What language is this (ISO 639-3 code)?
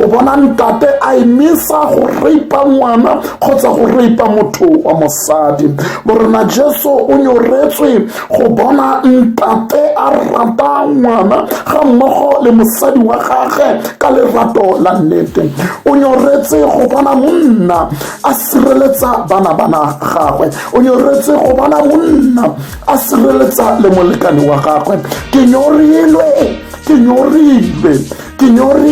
tsn